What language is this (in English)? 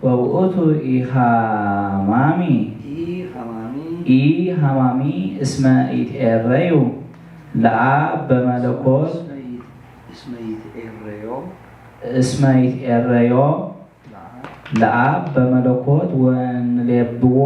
Geez